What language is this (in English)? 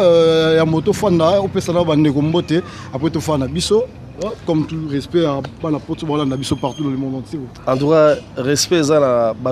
Lingala